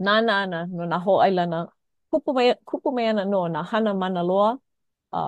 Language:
Hawaiian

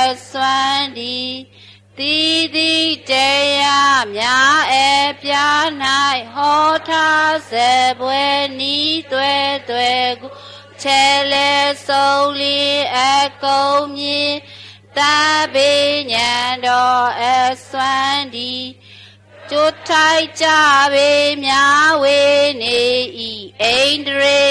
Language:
Burmese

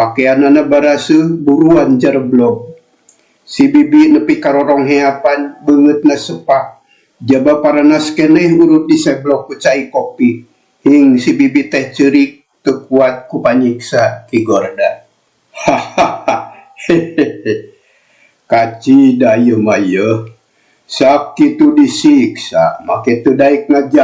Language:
Sundanese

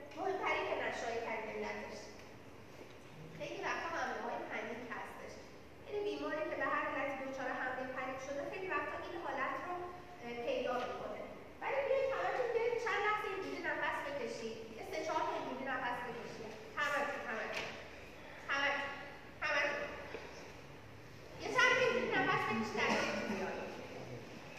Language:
Persian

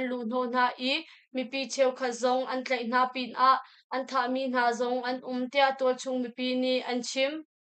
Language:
Hakha Chin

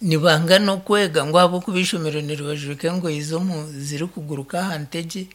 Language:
Nyankole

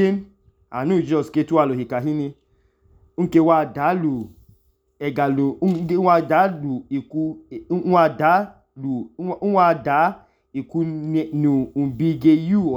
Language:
Idoma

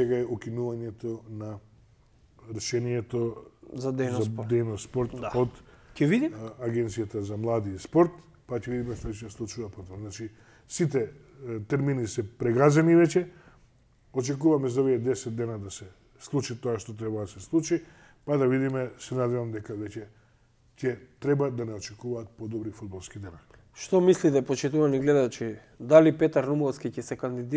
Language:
Macedonian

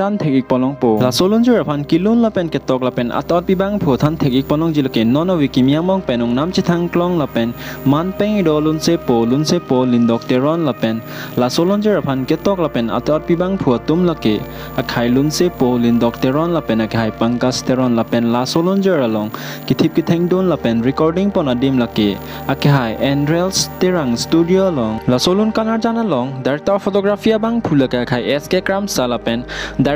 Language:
Karbi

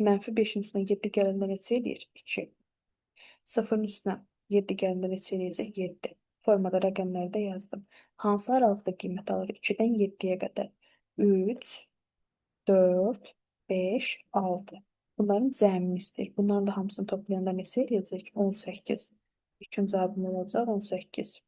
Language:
Azerbaijani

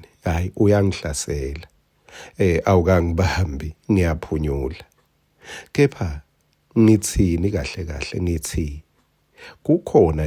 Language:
Swati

